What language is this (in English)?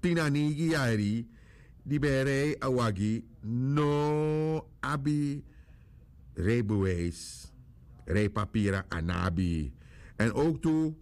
Sranan Tongo